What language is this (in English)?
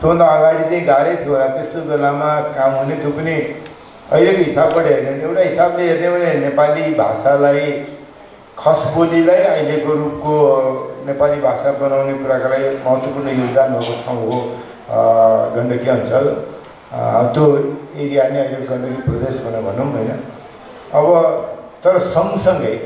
Nepali